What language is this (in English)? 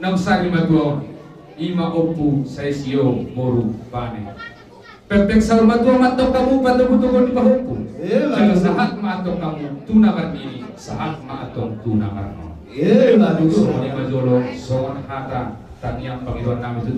Batak Toba